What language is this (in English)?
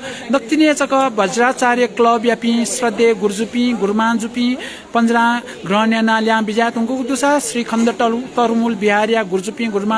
Newari